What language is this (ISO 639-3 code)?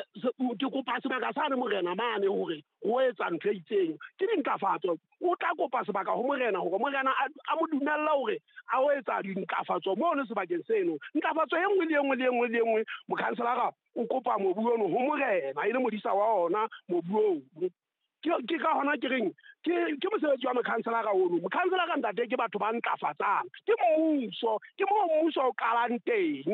sot